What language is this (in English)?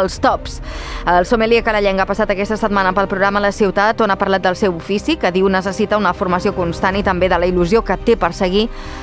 Catalan